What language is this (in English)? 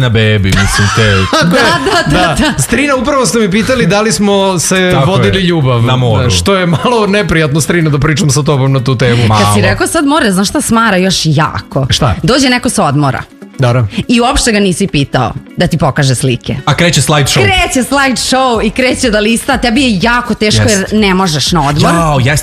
Serbian